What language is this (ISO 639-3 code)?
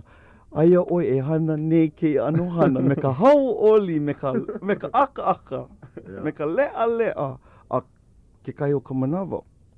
haw